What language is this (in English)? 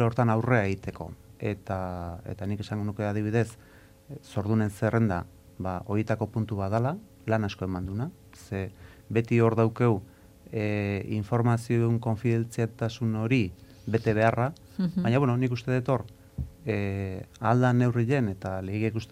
Basque